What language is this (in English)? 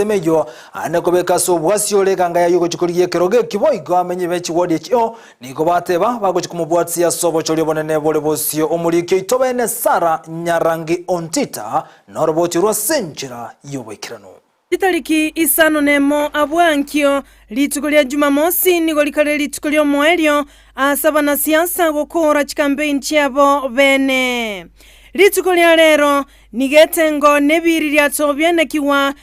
Gusii